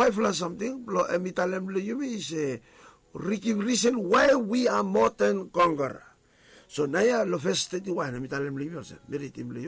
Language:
Bislama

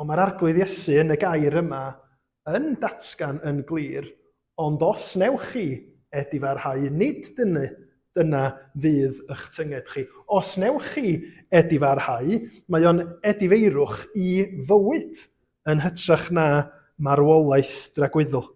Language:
Welsh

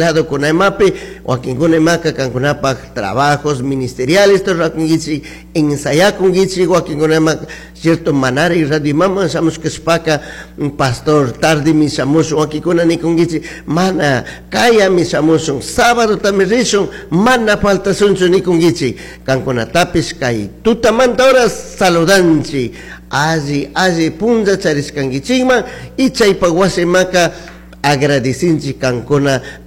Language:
Chimborazo Highland Quichua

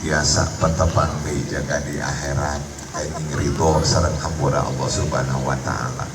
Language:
Sundanese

